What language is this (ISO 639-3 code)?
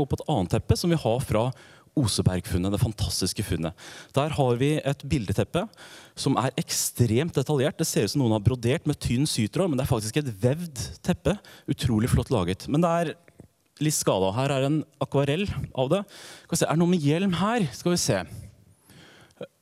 nor